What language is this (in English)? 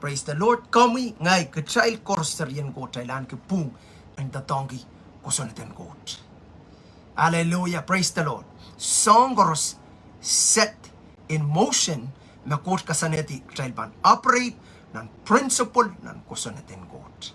Pohnpeian